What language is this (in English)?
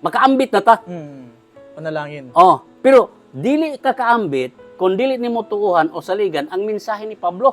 Cebuano